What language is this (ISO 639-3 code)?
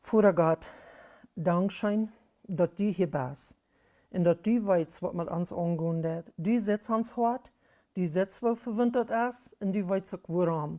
pdt